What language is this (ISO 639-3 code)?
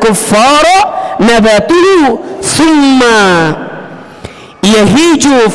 ind